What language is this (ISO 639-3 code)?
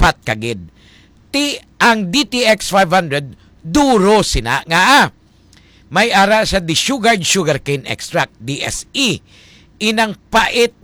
hil